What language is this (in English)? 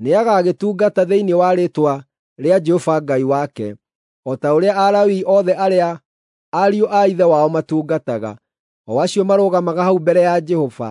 Kikuyu